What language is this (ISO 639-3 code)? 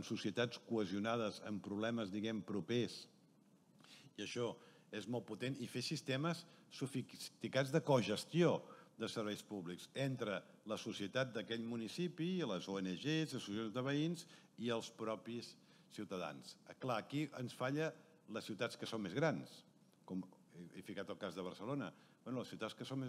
cat